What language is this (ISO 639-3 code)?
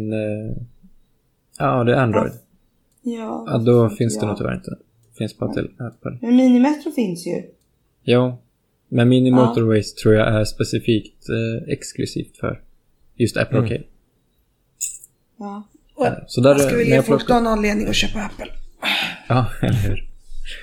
swe